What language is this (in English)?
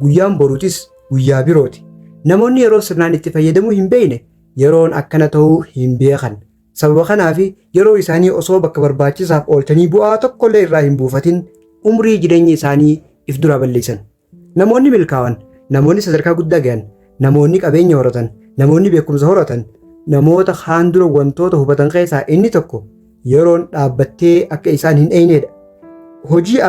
Oromo